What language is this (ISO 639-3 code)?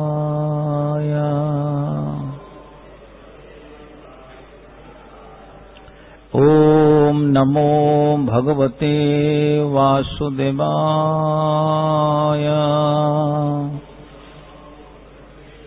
hin